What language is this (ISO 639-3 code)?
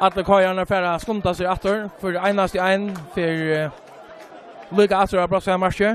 fao